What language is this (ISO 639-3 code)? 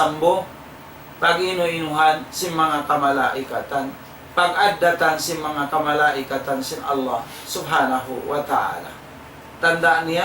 tsg